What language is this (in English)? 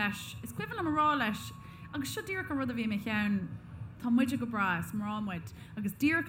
Irish